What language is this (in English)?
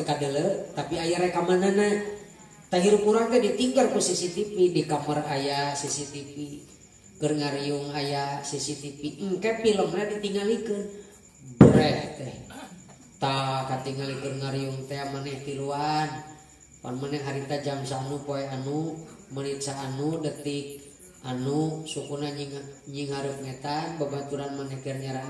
Sundanese